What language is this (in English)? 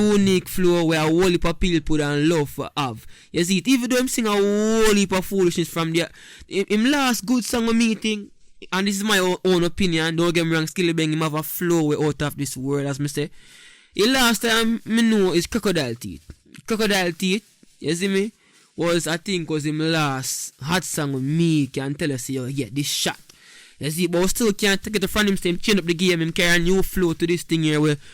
Jamaican Creole English